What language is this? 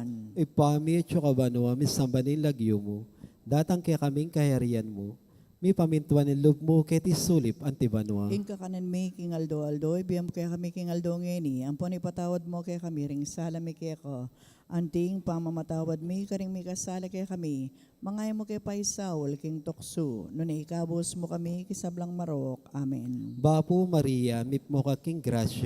Pampanga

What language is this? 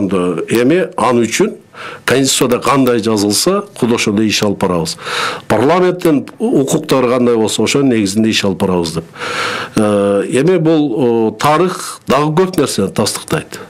Kyrgyz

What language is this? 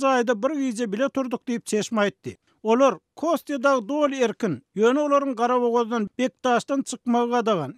Turkmen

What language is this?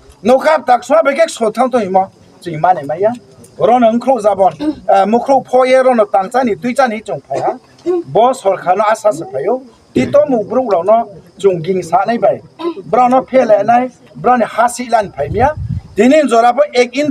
Riang (India)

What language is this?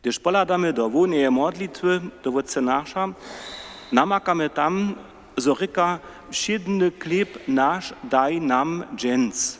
Upper Sorbian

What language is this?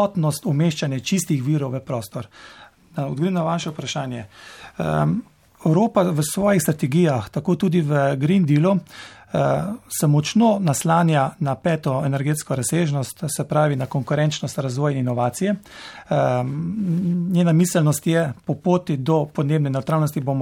Slovenian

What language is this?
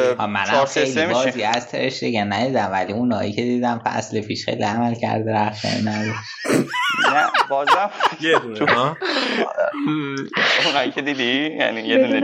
Persian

